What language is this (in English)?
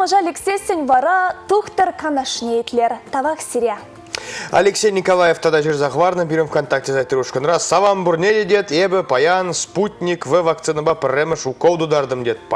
Chuvash